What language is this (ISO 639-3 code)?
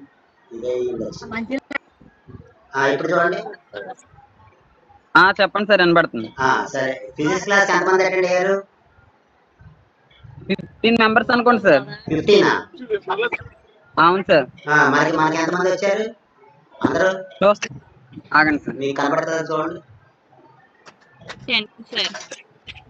tel